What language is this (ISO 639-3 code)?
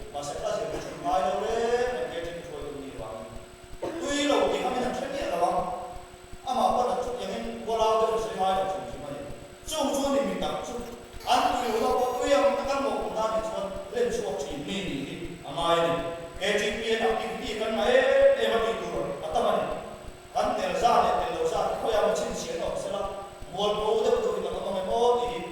lus